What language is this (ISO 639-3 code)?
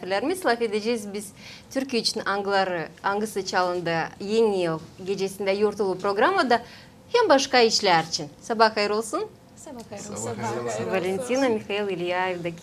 gag